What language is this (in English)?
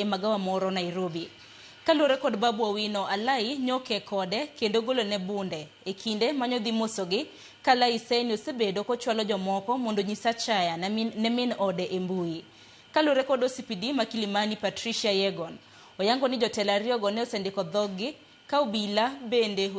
Luo (Kenya and Tanzania)